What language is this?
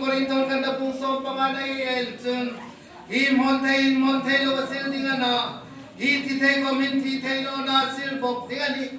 Hmar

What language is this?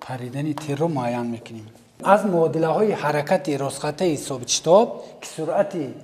Tajik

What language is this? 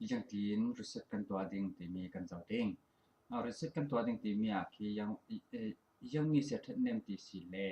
Falam Chin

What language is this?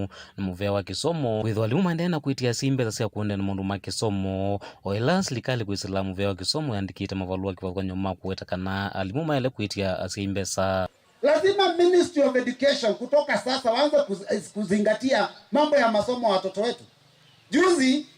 Kamba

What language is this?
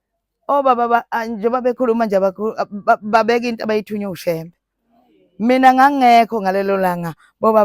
Zulu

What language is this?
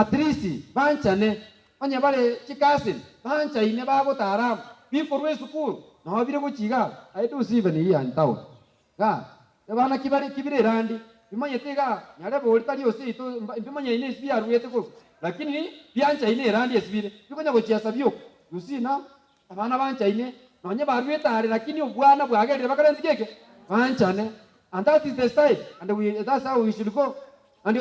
Gusii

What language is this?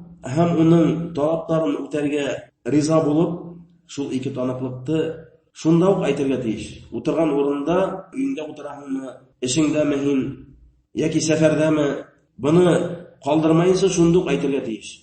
Bashkir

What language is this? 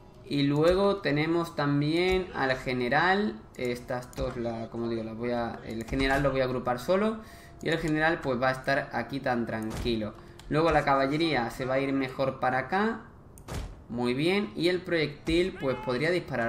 Spanish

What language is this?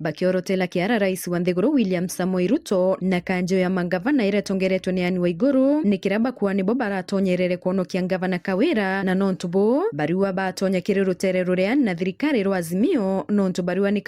Meru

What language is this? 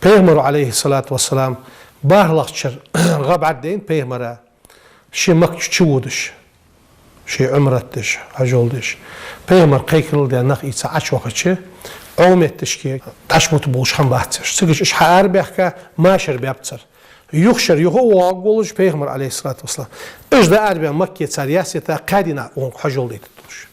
Ingush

